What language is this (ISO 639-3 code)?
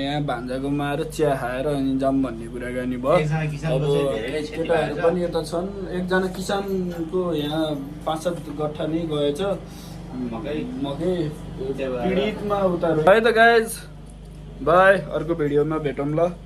nep